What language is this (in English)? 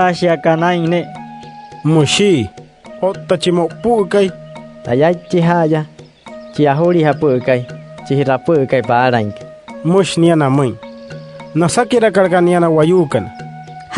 Wayuu